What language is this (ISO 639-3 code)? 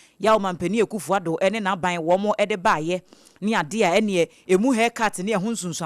aka